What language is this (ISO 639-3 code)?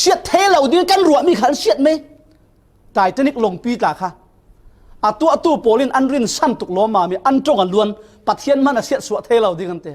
cfm